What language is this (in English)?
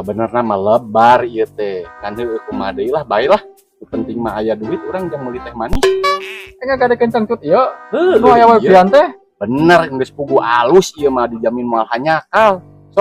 Sundanese